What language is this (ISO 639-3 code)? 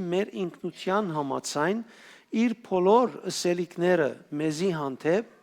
hyw